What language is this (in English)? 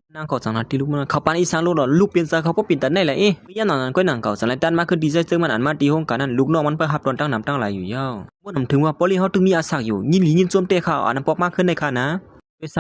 Shan